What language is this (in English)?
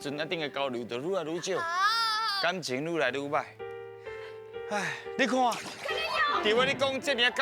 Min Nan Chinese